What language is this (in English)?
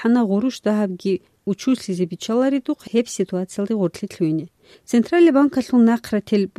Avaric